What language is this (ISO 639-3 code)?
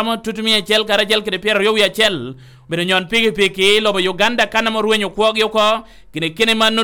laj